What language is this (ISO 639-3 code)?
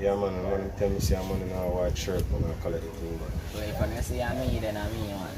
jam